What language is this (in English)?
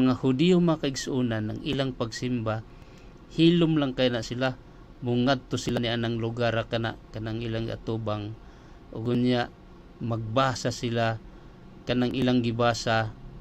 Cebuano